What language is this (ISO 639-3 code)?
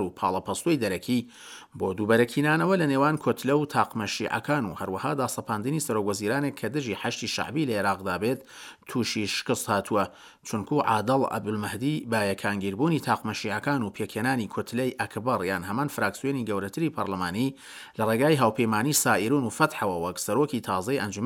ckb